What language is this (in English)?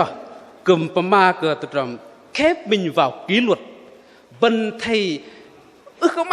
Bahnar